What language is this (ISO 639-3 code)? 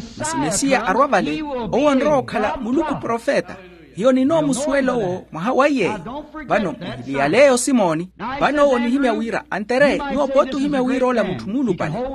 vmw